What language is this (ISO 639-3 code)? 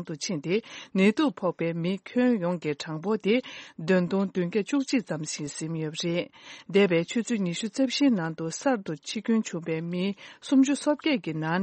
bod